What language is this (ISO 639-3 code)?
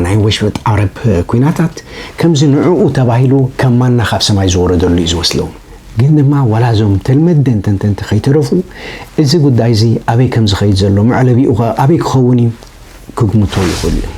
tir